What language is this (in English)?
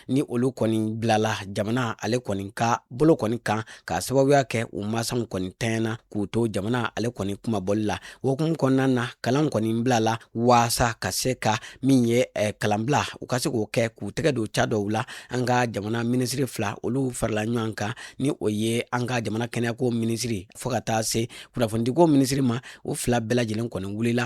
Bambara